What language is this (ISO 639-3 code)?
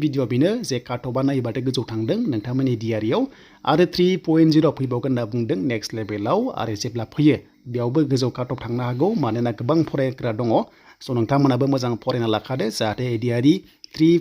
brx